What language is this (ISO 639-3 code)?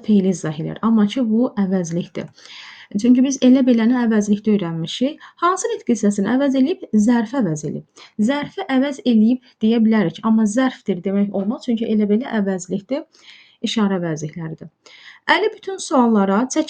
aze